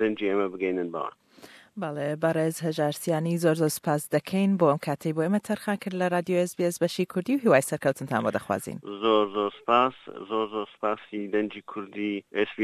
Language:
Central Kurdish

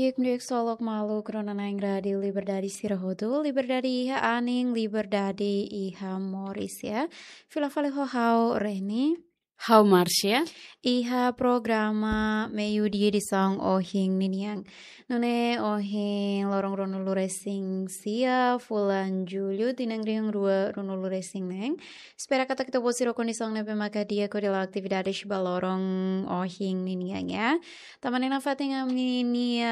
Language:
Tetum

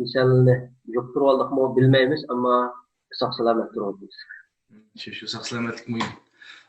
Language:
Uyghur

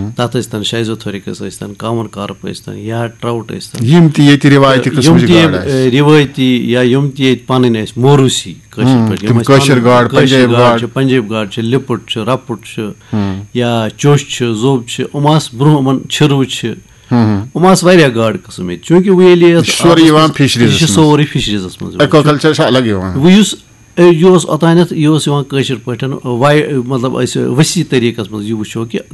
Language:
Kashmiri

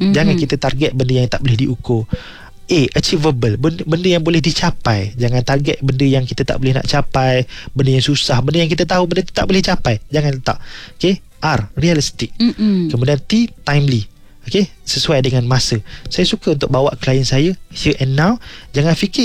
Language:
Malay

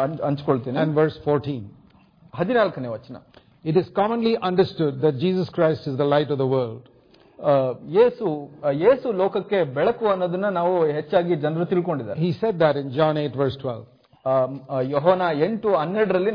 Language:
Kannada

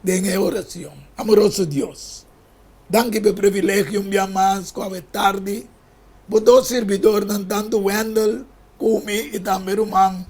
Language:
Papiamento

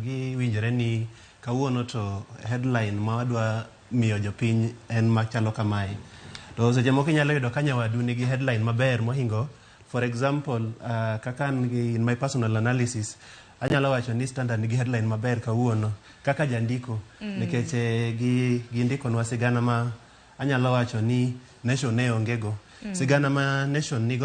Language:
Luo (Kenya and Tanzania)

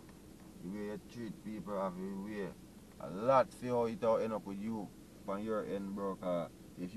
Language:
Jamaican Creole English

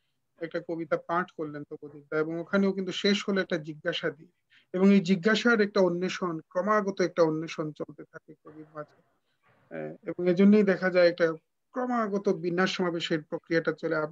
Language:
Bangla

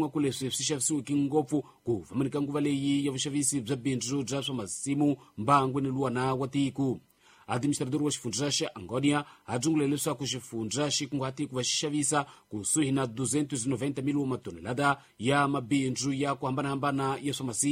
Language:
Tsonga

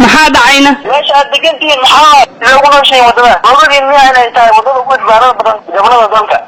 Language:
Somali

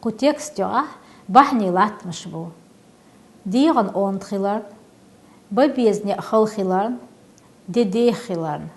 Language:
Chechen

